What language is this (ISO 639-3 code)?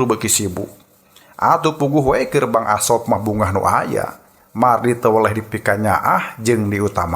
sun